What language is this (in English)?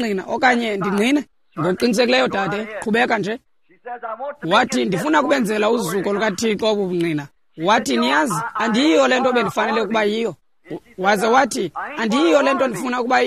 Xhosa